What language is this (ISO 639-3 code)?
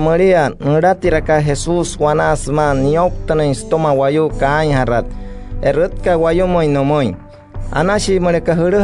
guc